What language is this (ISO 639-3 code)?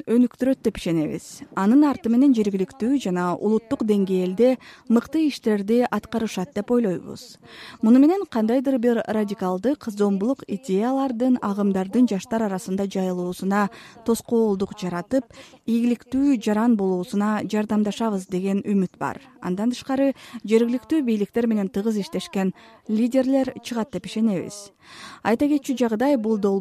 kir